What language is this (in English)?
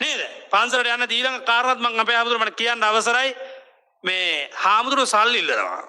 Sinhala